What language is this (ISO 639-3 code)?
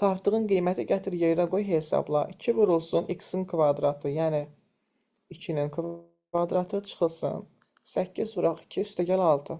aze